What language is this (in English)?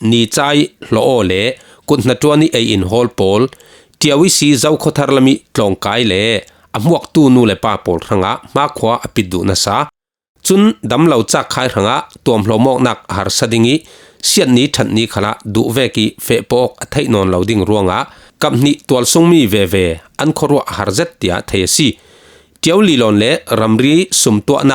Falam Chin